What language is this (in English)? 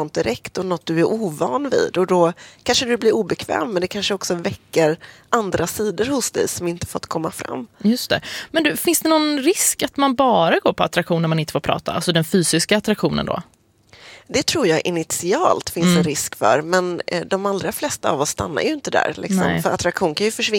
Swedish